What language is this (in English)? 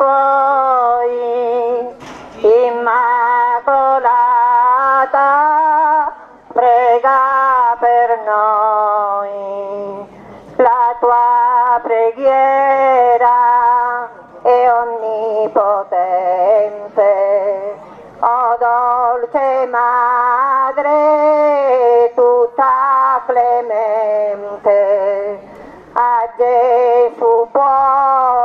Italian